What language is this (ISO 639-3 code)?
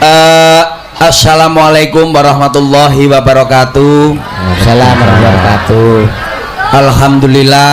jav